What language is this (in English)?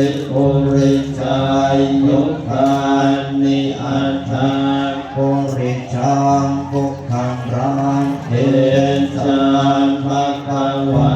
Pali